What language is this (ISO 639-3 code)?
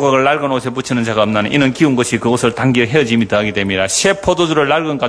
kor